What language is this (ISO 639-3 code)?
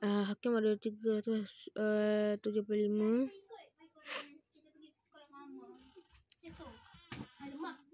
msa